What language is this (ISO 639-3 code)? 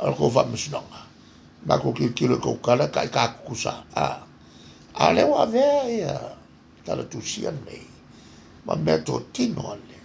smo